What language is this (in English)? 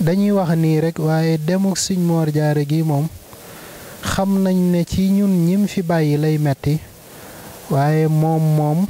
Wolof